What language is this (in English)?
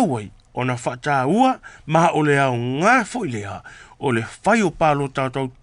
Samoan